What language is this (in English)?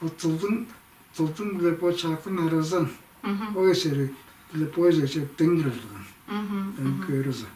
Tuvinian